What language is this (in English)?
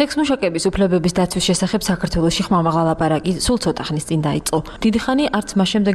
Georgian